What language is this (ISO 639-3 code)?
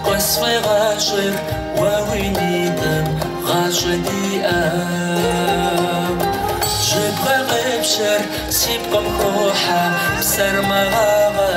kbd